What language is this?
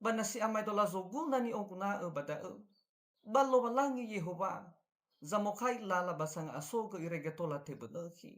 Nias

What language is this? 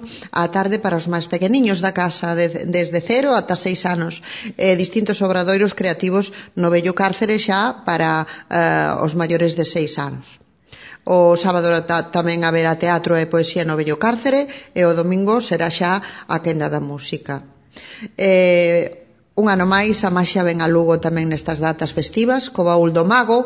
Galician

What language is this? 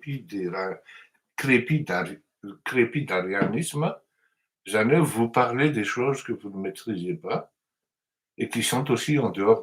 Malagasy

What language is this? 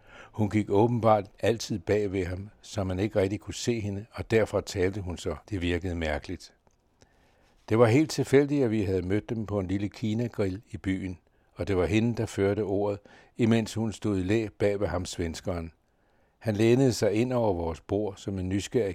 Danish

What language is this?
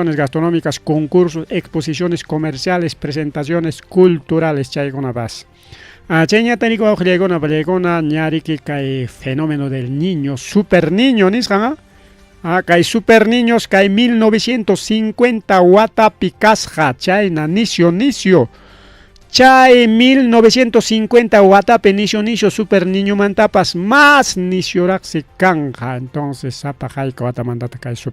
Ayacucho Quechua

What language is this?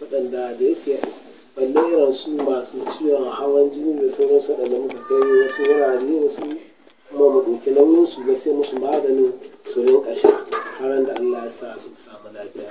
Hausa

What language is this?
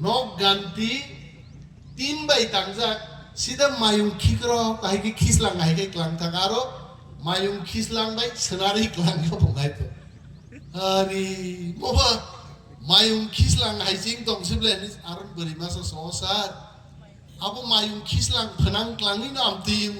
Kok Borok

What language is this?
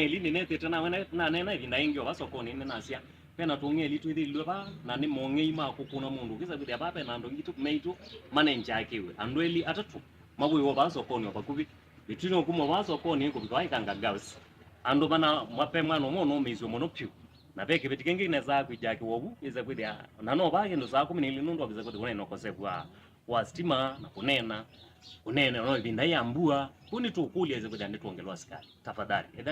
Kamba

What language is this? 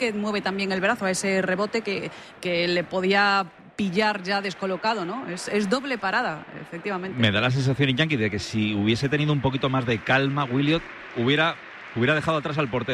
Spanish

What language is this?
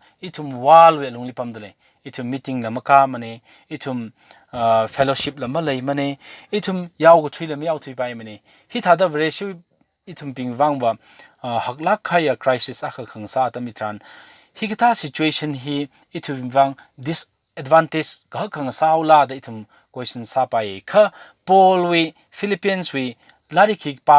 Tangkhul Naga (India)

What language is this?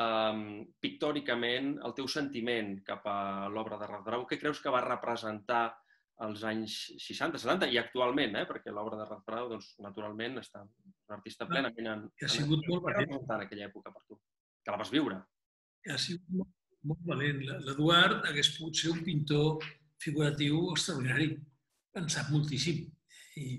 Catalan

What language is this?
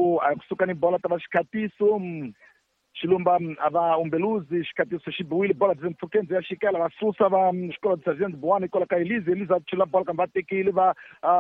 Tsonga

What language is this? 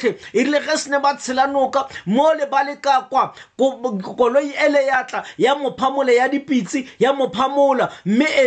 Tswana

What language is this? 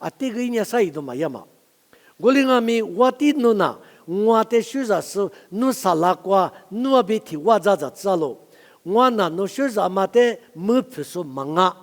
Lisu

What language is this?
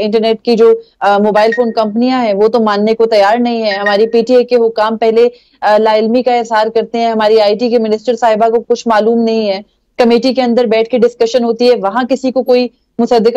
Urdu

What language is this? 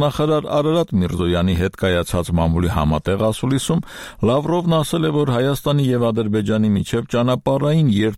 Armenian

